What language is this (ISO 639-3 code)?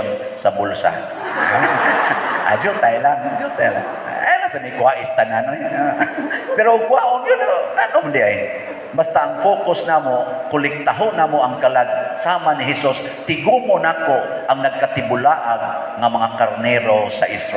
ceb